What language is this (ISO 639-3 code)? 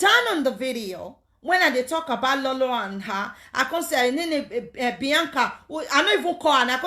pcm